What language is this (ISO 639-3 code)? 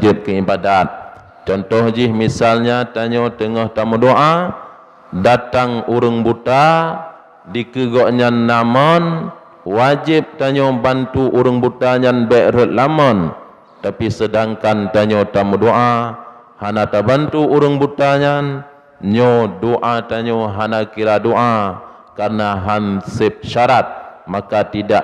ace